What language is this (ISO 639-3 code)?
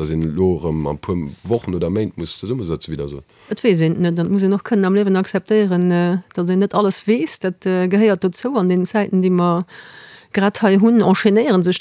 ltz